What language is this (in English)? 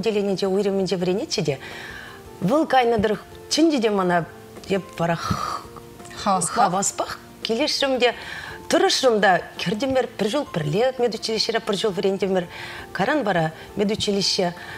Chuvash